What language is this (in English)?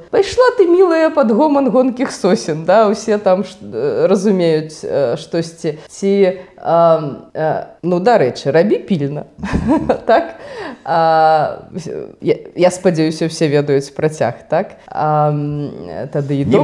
Belarusian